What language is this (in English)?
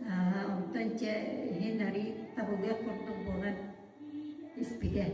Yakut